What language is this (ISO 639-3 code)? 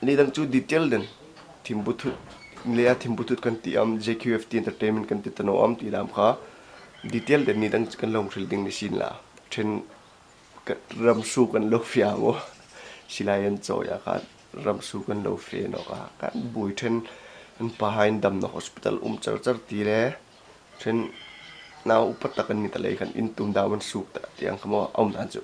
hmr